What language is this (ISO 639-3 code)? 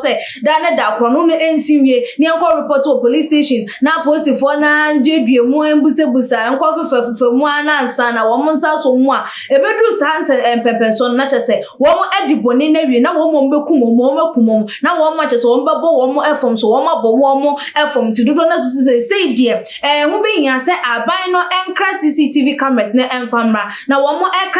aka